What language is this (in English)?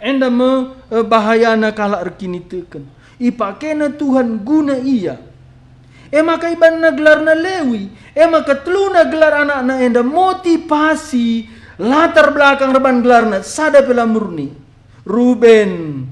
Batak Karo